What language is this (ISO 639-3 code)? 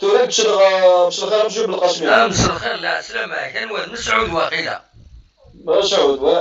kab